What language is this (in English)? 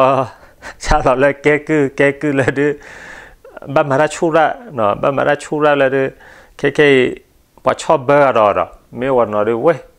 S'gaw Karen